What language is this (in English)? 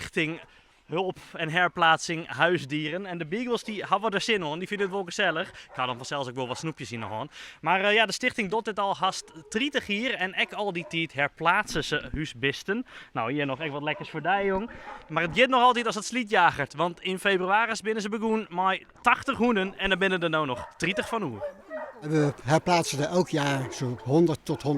Western Frisian